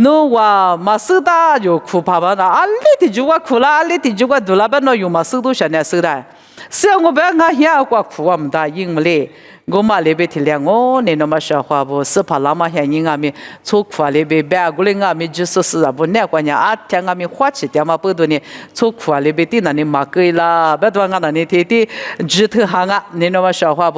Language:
Lisu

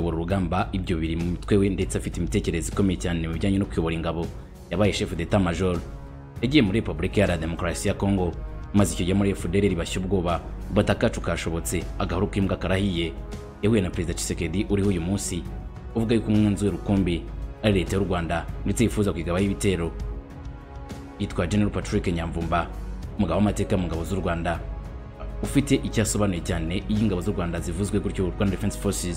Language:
Kinyarwanda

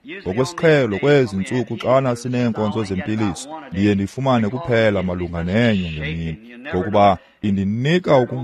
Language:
Xhosa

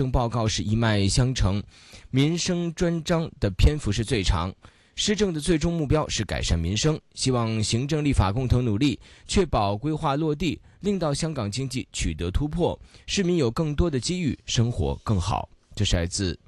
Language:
Chinese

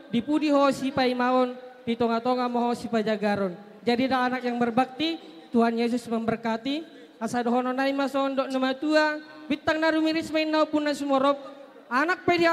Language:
Batak Toba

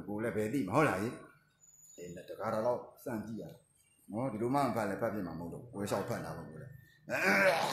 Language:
Burmese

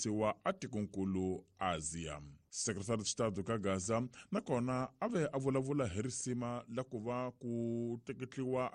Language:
Tsonga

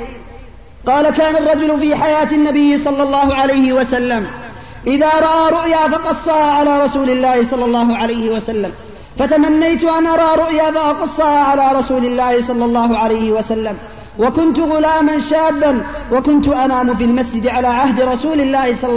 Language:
Arabic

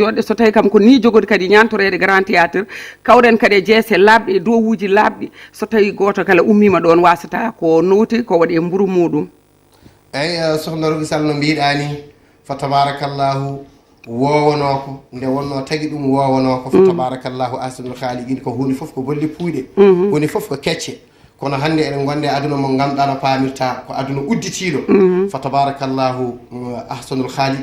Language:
Fula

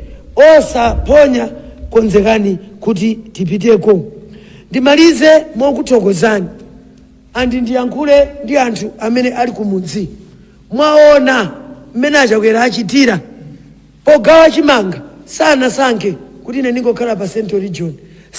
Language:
Nyanja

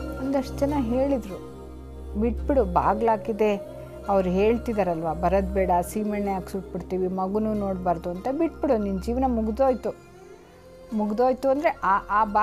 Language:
Kannada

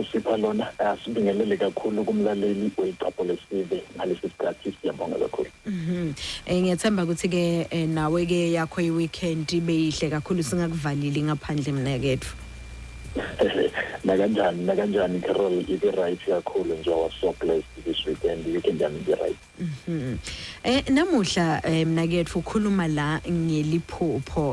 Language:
Zulu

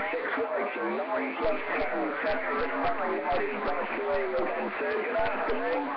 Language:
English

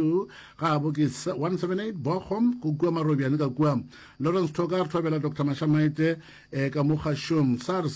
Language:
Northern Sotho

